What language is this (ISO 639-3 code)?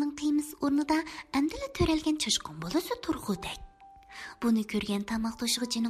uig